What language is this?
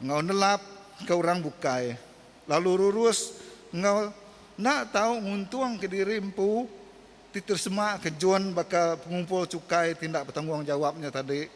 Iban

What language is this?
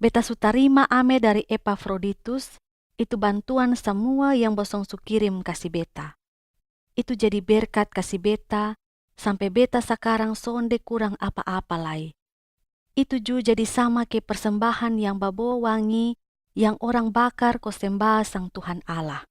Kupang Malay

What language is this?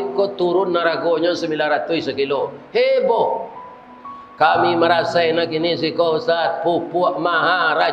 Minangkabau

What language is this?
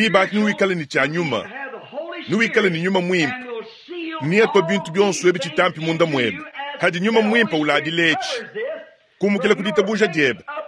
Luba-Lulua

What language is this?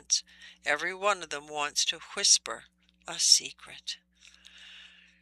English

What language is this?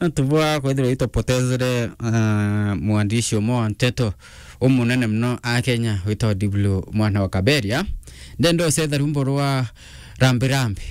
Meru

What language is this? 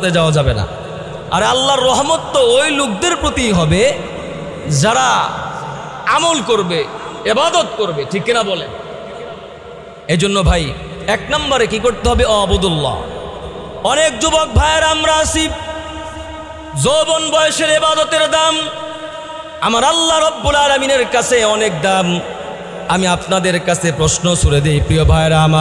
Bangla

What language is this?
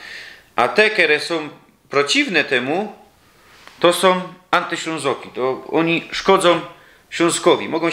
Silesian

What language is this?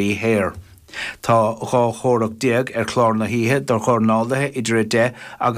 Irish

